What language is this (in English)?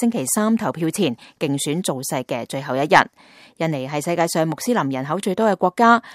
Cantonese